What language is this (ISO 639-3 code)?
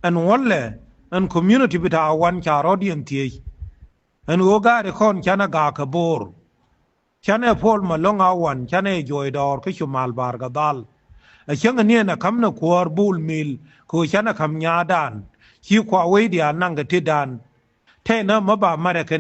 nus